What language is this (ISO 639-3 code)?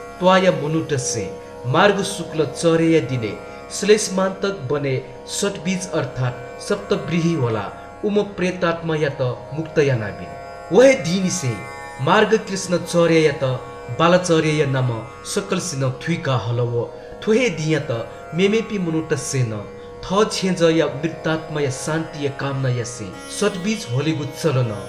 new